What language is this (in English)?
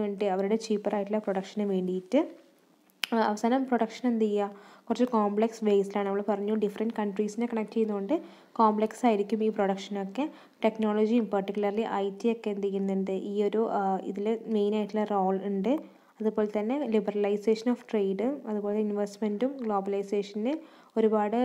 Malayalam